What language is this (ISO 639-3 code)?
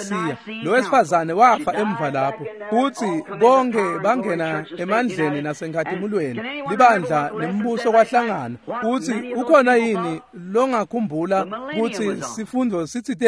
ssw